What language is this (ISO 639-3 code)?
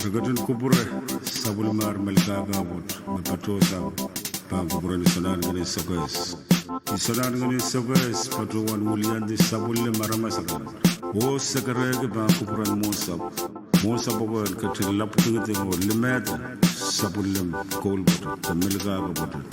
pon